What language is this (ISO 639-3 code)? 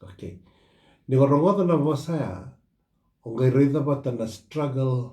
fij